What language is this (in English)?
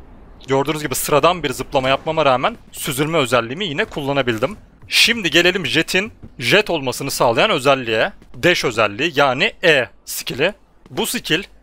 Turkish